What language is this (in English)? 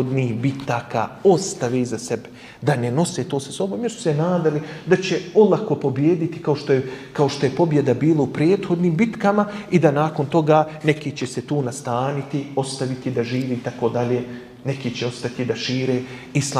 Bosnian